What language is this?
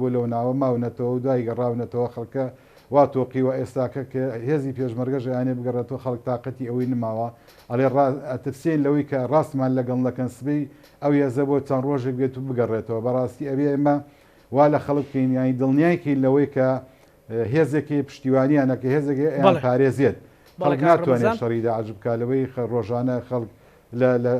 Central Kurdish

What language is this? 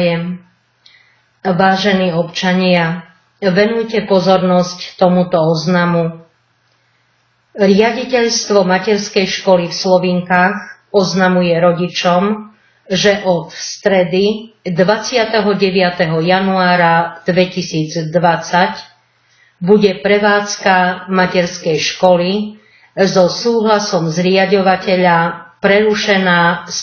Slovak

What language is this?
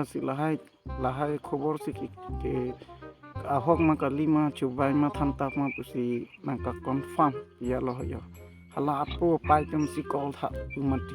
Karbi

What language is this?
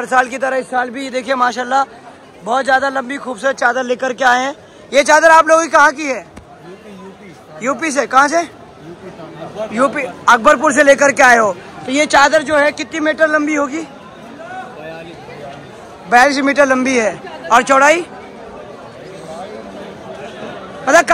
Hindi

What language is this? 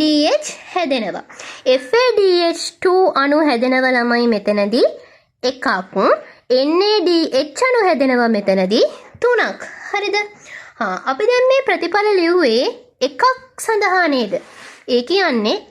Sinhala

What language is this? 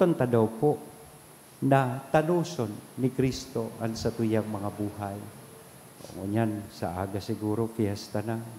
Bikol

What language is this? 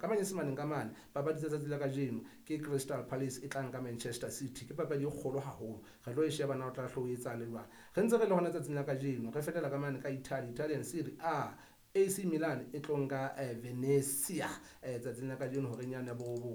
Southern Sotho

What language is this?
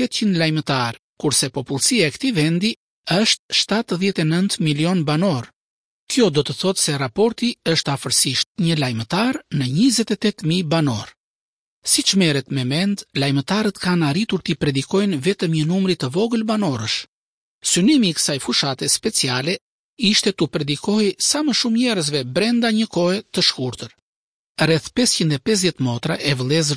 Albanian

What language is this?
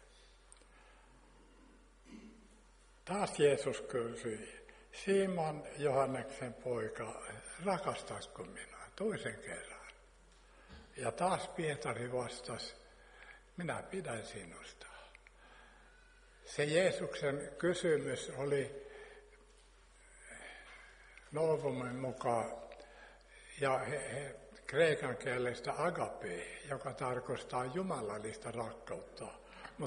Finnish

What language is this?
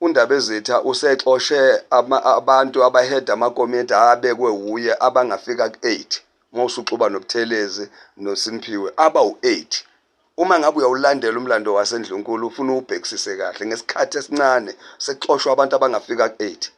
Zulu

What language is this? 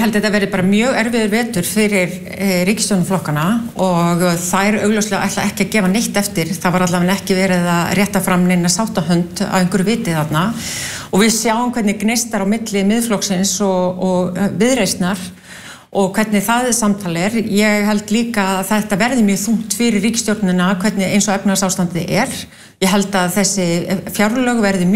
Icelandic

